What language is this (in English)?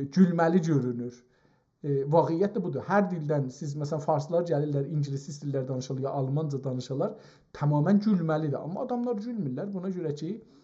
South Azerbaijani